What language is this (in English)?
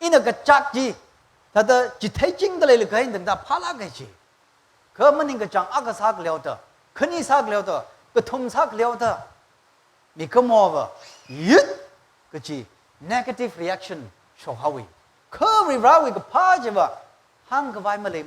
Tangkhul Naga (India)